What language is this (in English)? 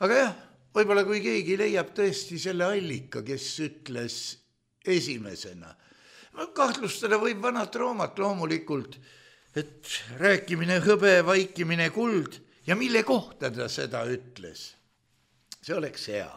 Estonian